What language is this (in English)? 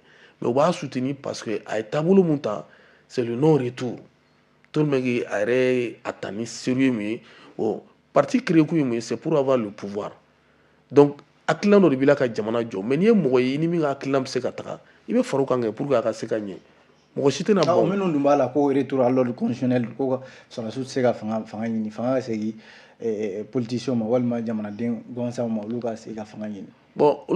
Bambara